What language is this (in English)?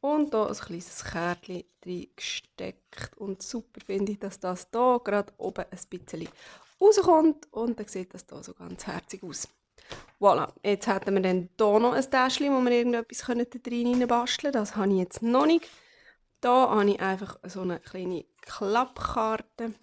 Swiss German